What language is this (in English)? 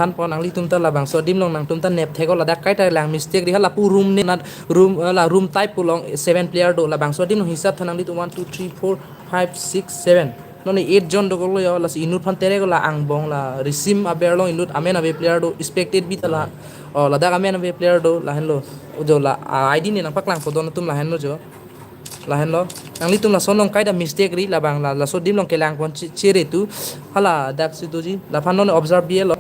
Karbi